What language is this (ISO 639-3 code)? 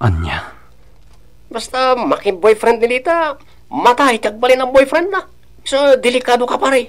ilo